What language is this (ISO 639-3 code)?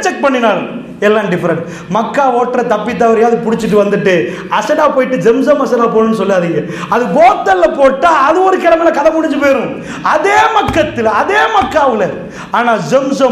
tam